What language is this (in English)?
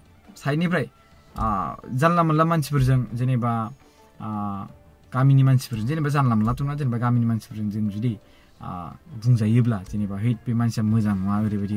Bodo